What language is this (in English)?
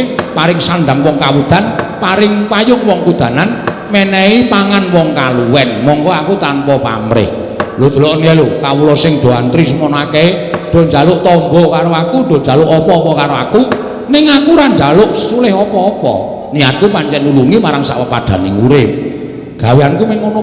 Javanese